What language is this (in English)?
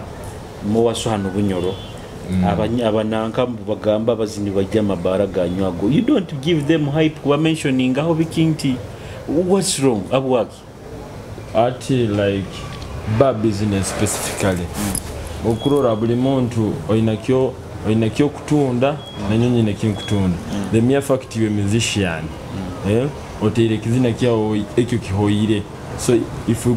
Nyoro